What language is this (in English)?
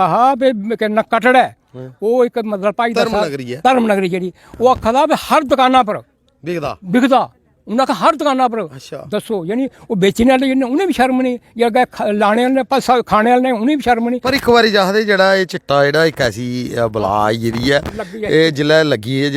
Dogri